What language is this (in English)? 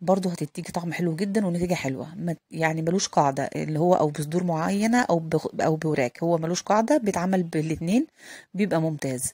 Egyptian Arabic